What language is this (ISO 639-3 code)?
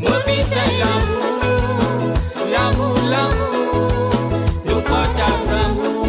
mfe